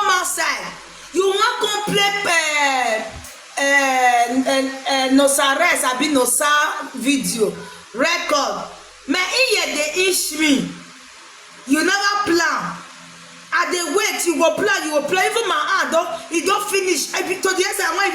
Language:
Nigerian Pidgin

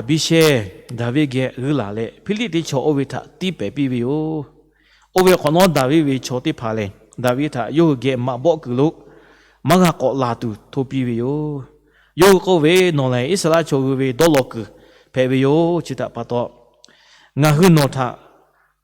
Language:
Lahu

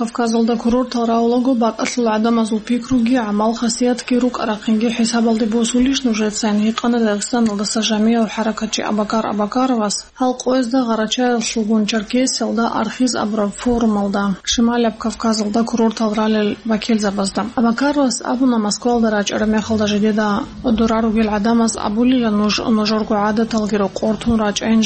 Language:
Avaric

